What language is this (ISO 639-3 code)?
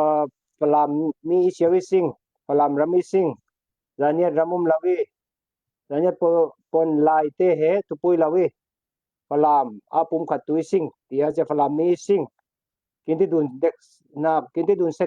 cfm